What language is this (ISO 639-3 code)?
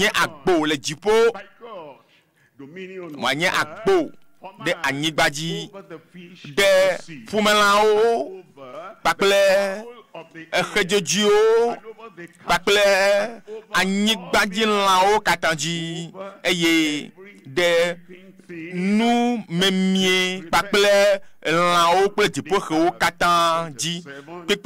ewe